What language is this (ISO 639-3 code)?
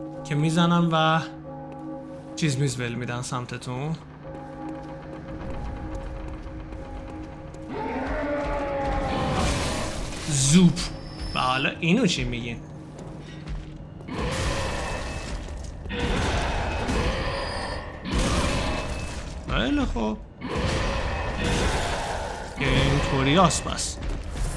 fas